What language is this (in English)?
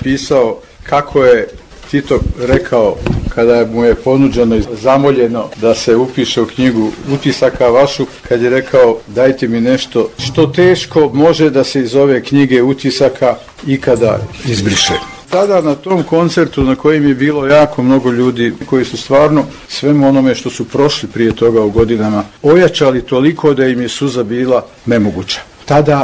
Bosnian